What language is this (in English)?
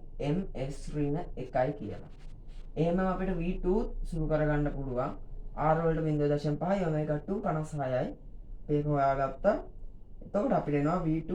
Sinhala